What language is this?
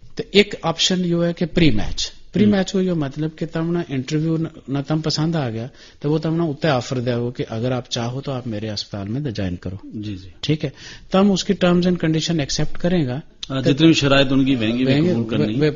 Gujari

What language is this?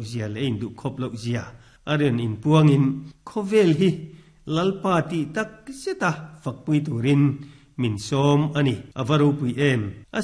Mizo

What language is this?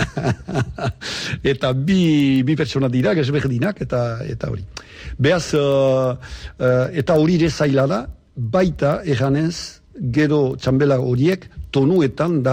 Basque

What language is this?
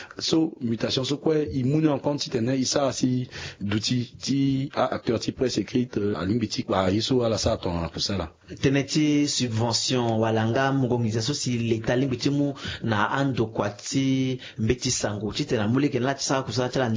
Sango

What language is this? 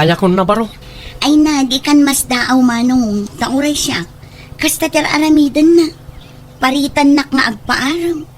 Iloko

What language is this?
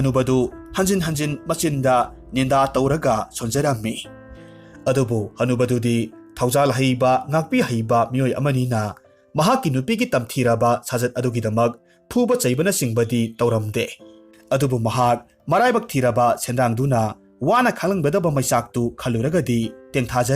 Manipuri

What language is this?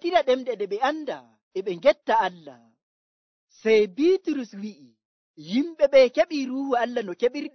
Nigerian Fulfulde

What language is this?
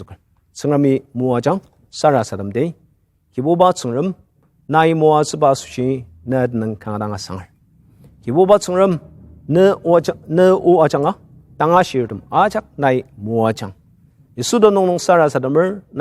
Ao Naga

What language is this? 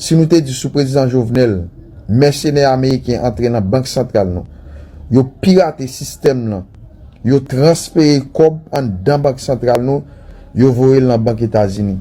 Haitian Creole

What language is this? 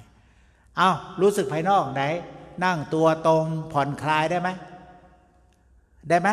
Thai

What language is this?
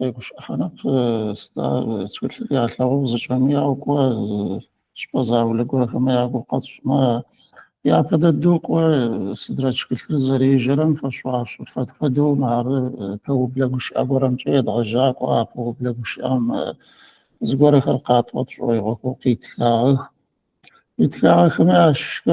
Adyghe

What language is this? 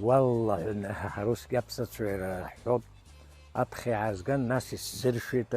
Abkhazian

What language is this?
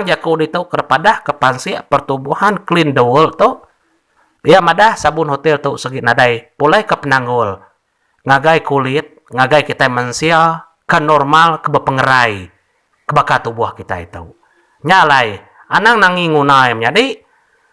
Iban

